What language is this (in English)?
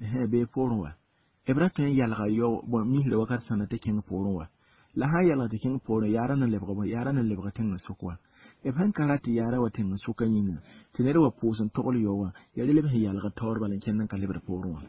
Mossi